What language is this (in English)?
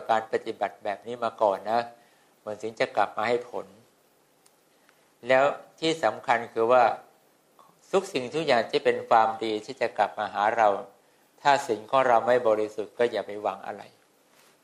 Thai